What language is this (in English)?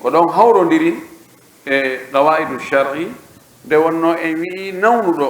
Pular